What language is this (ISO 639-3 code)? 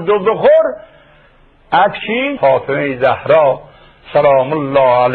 fas